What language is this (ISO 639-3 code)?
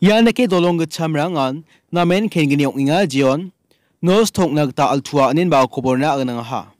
grt